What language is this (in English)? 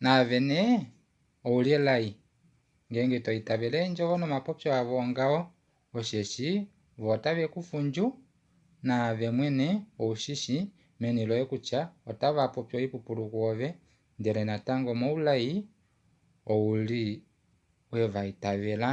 Kuanyama